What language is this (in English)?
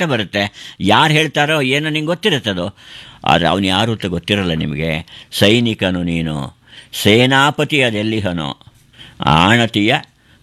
Kannada